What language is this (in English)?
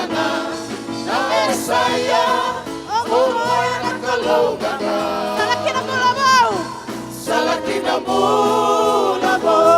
Fijian